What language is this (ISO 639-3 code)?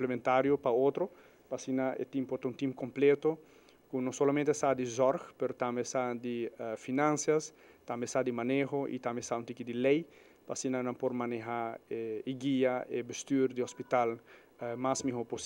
pap